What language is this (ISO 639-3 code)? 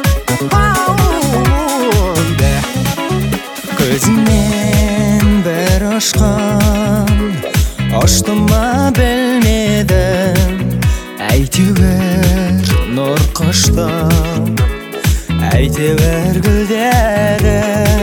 kaz